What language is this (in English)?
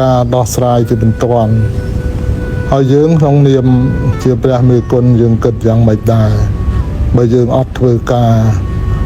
Khmer